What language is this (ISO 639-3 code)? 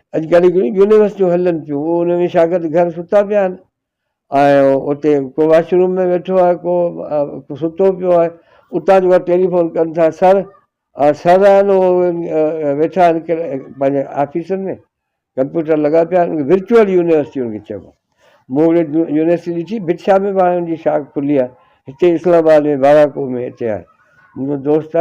snd